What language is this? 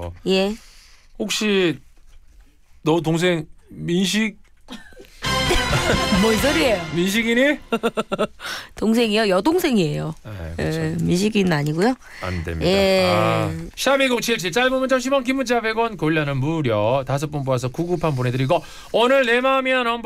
Korean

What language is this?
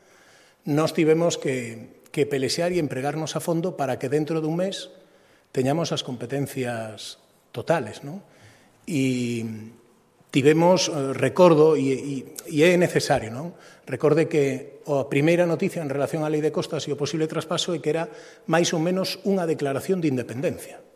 Galician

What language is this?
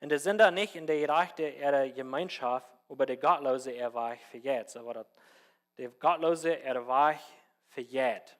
Plautdietsch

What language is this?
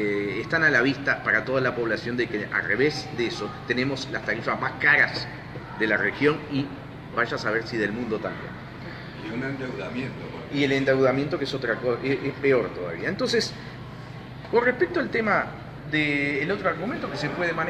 Spanish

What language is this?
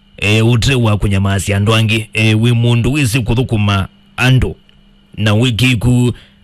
Kamba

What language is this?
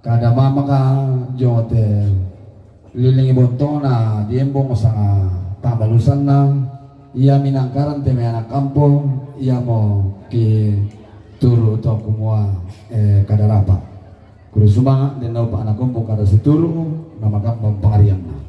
Toraja-Sa'dan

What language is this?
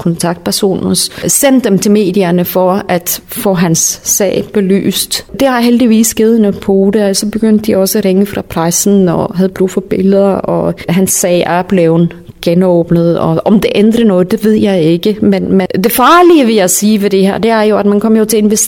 Danish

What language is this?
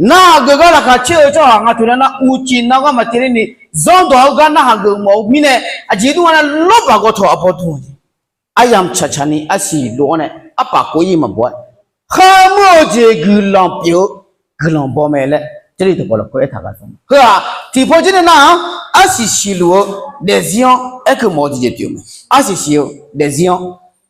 Akha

